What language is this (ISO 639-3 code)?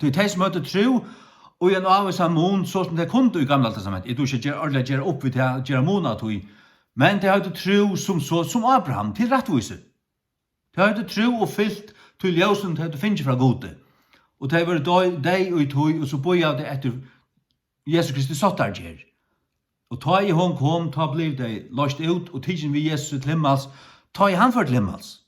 fao